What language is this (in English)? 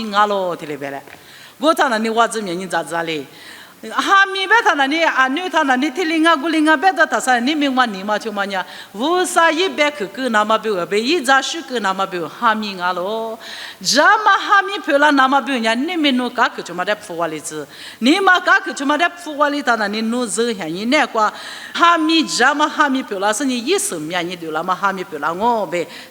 Lisu